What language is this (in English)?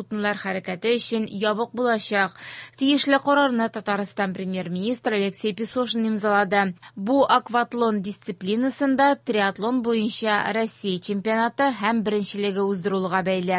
Tatar